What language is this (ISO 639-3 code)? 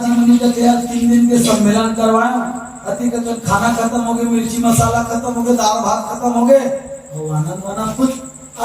hne